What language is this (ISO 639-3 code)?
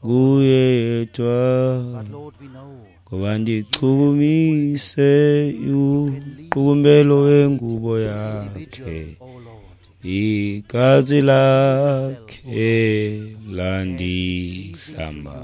xho